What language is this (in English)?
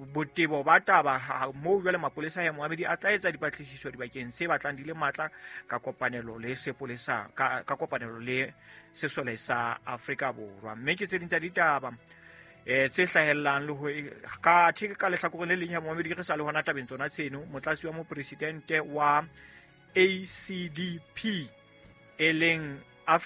Southern Sotho